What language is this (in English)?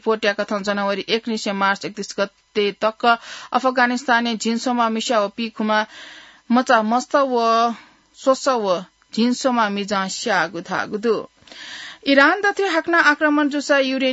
Newari